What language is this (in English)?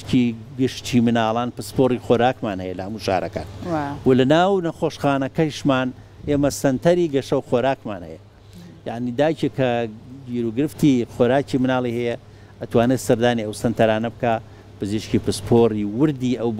Central Kurdish